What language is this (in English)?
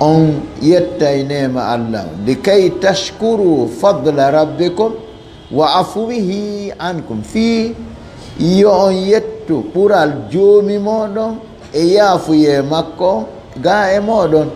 Fula